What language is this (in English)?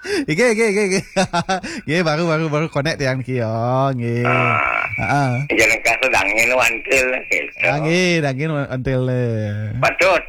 Balinese